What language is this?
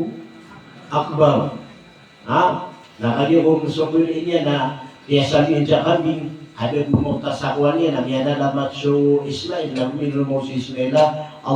Maranao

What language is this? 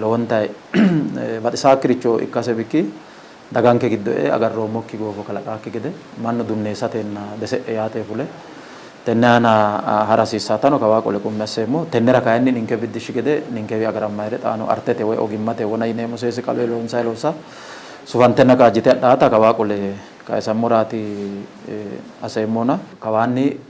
Sidamo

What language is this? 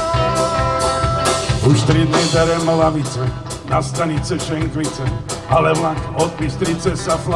Slovak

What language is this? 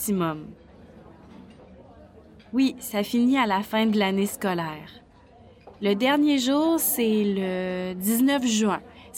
French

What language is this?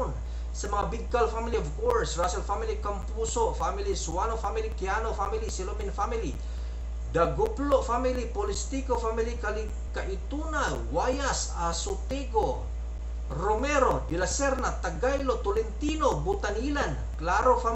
Cebuano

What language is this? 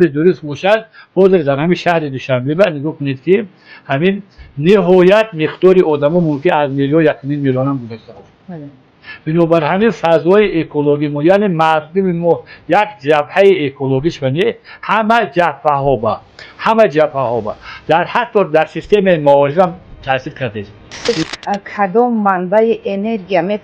Tajik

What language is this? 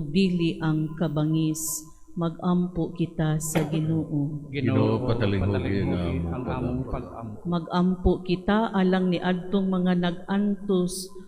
Cebuano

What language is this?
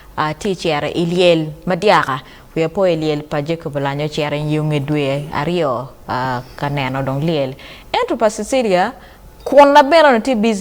Acoli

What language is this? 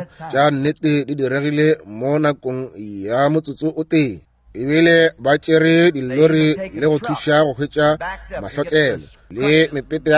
Northern Sotho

